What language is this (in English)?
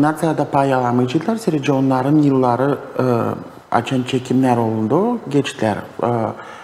Gagauz